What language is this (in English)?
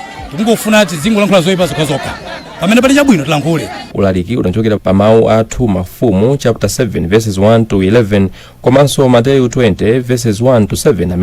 Nyanja